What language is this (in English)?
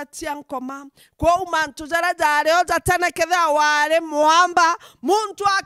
Meru